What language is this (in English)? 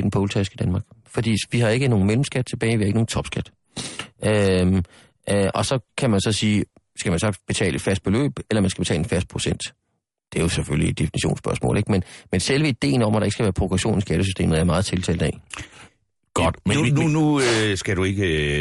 Danish